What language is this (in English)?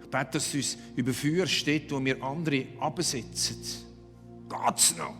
Swiss German